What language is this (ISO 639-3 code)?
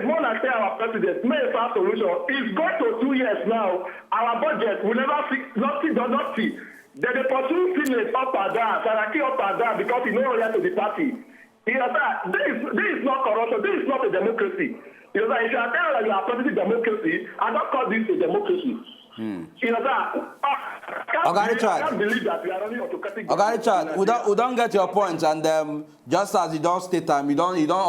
pcm